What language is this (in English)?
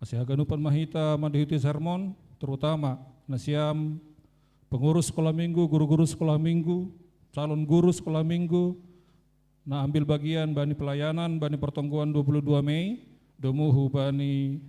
Batak Simalungun